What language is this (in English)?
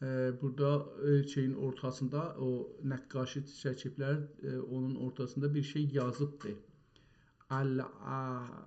South Azerbaijani